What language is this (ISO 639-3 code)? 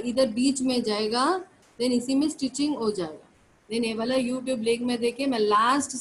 hin